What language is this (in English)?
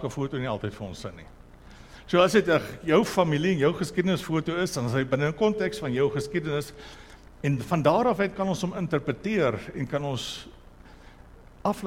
Afrikaans